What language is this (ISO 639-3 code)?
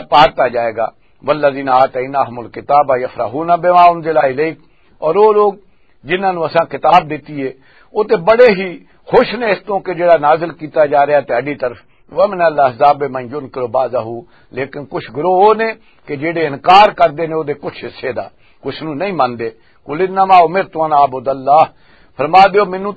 lah